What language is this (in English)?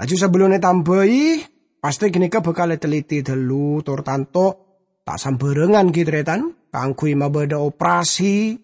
Madurese